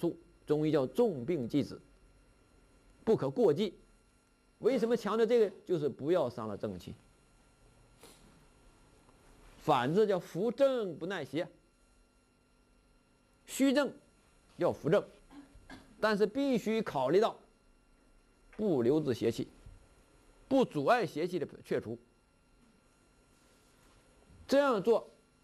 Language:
Chinese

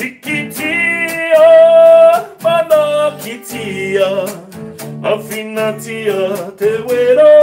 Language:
Māori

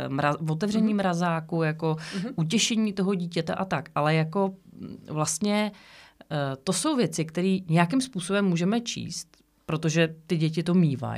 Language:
Czech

